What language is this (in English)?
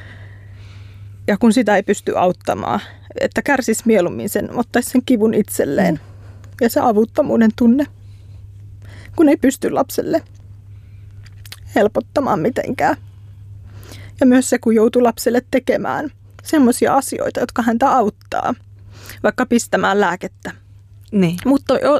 Finnish